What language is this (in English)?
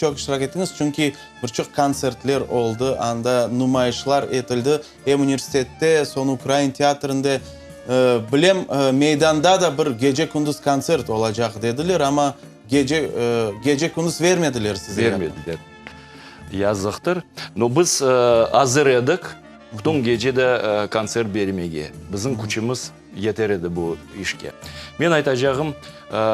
Crimean Tatar